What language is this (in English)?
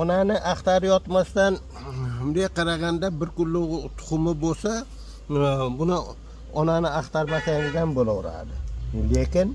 Uzbek